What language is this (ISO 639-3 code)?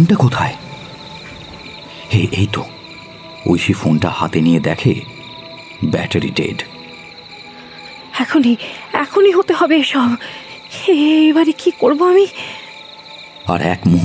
ben